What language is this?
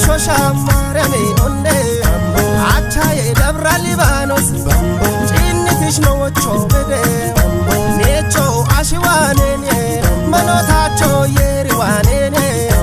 Kafa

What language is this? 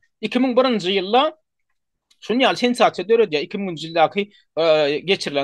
Turkmen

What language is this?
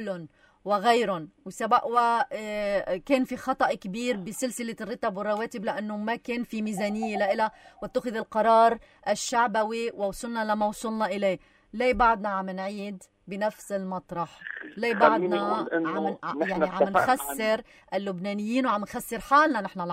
North Levantine Arabic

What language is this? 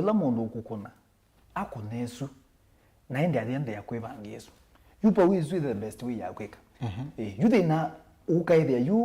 Kamba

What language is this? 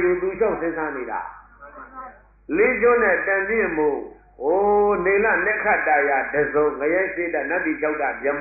Burmese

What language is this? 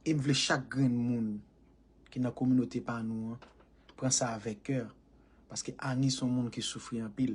Haitian Creole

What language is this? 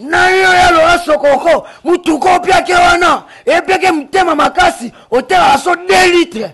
Lingala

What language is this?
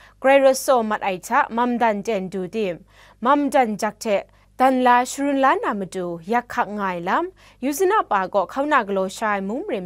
Kachin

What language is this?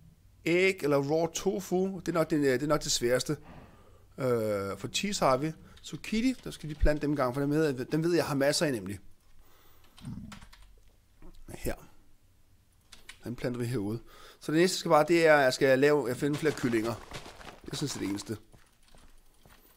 Danish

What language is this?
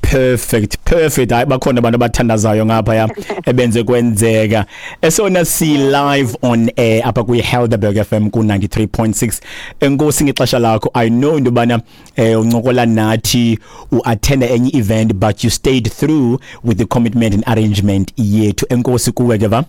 Xhosa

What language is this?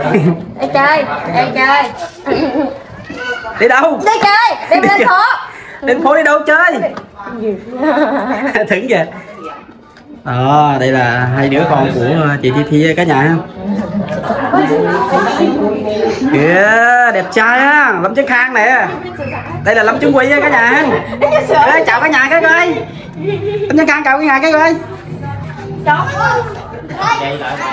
Vietnamese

